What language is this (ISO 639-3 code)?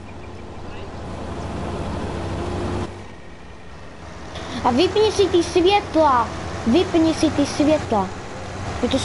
ces